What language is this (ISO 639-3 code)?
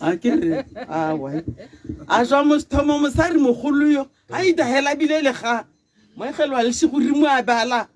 tsn